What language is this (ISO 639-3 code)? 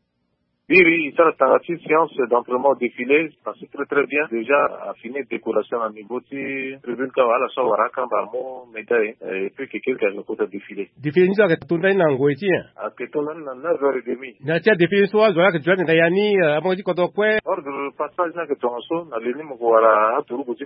sag